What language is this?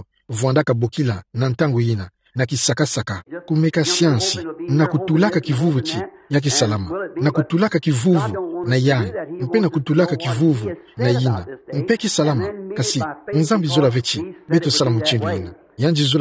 Kituba (Democratic Republic of Congo)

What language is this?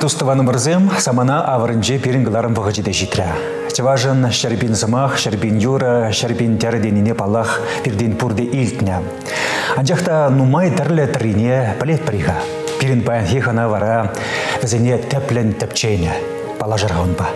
Chuvash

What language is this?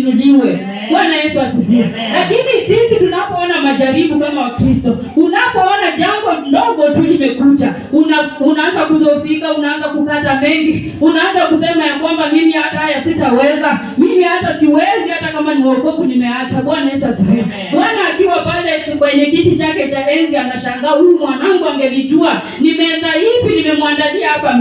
Swahili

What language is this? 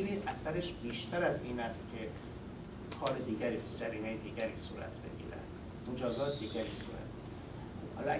Persian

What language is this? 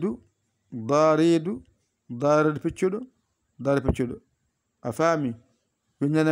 Fula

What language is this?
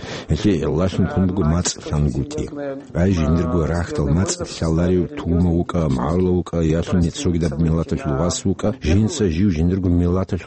Avaric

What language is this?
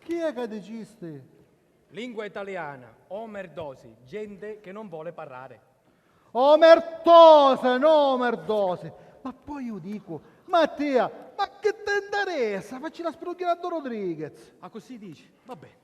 Sicilian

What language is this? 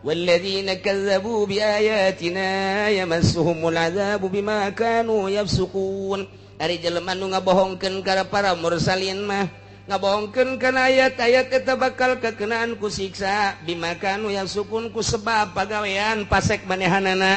Sundanese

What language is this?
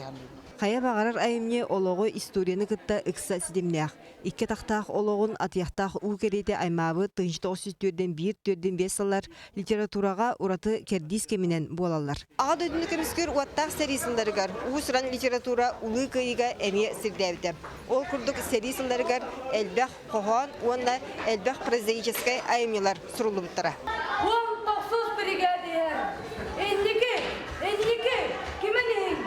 Yakut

